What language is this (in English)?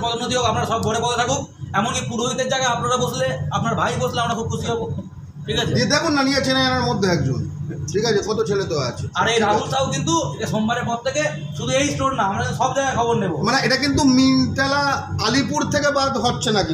Bangla